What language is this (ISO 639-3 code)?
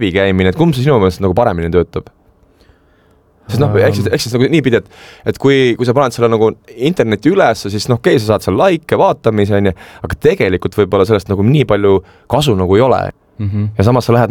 est